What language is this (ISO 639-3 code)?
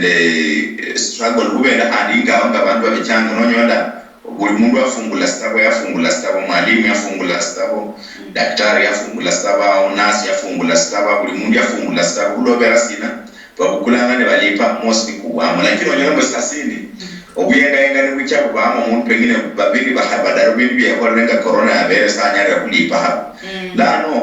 luy